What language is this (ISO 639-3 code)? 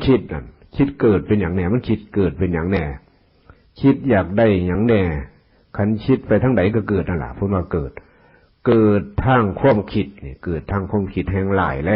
tts